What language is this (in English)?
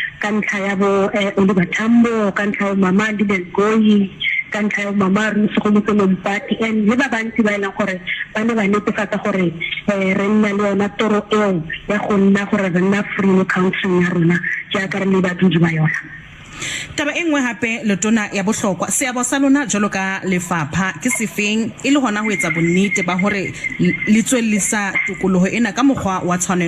Tswana